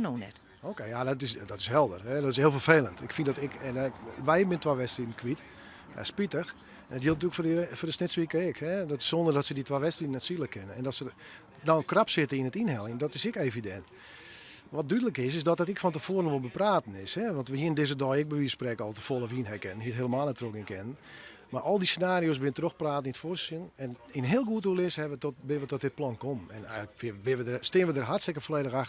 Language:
Western Frisian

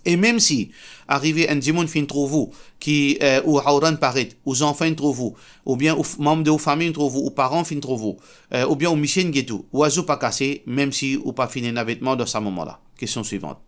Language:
Morisyen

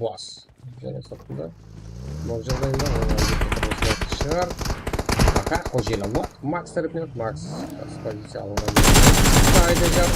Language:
Kara-Kalpak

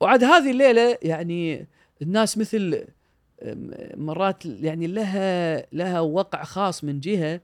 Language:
Gulf Arabic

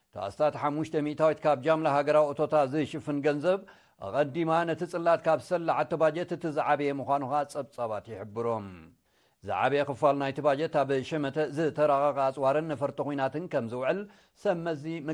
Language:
Tigrinya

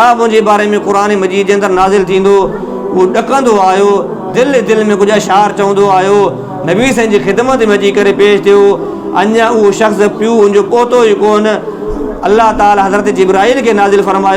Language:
Sindhi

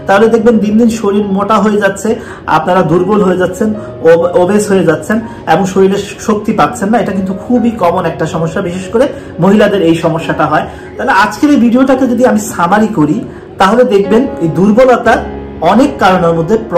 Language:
Bangla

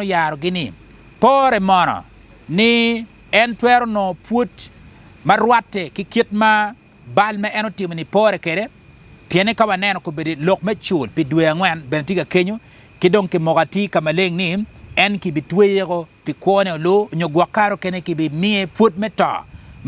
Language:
Acoli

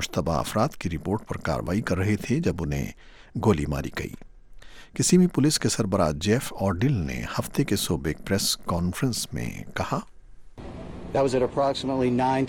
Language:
Urdu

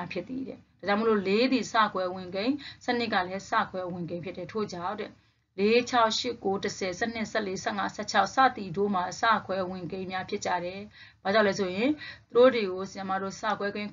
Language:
Burmese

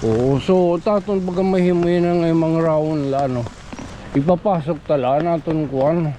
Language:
Waray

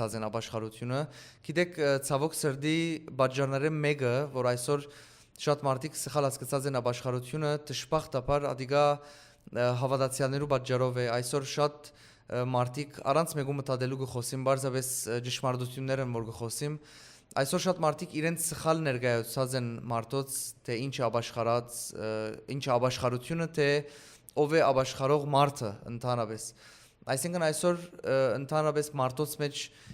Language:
Western Armenian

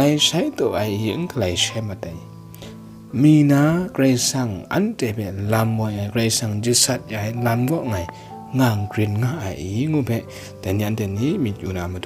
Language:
Kachin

